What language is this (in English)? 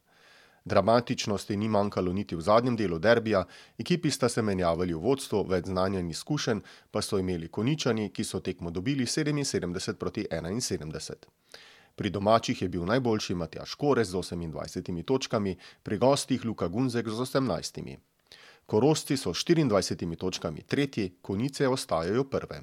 Slovenian